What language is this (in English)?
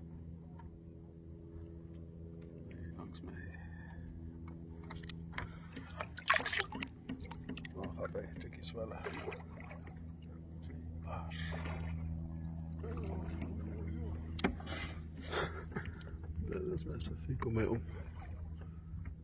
Afrikaans